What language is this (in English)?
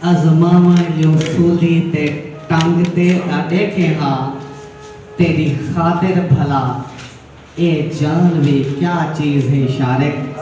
Saraiki